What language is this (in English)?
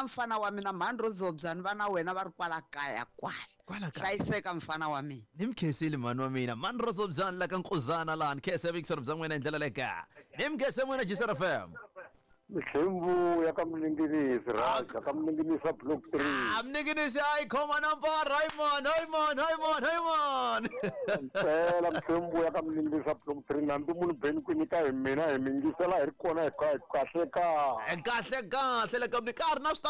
Tsonga